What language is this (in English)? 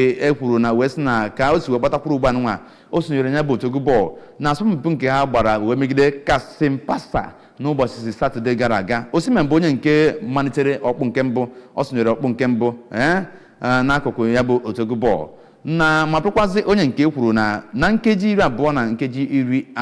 Igbo